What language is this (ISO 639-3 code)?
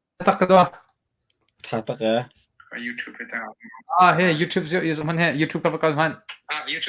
cnh